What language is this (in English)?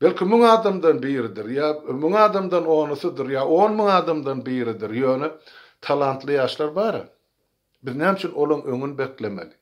Turkmen